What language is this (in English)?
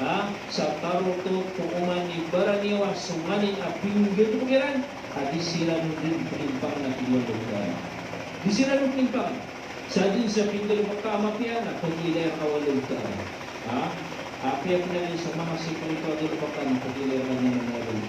Maranao